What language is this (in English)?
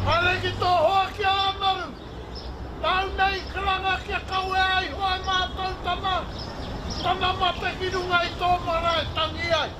Māori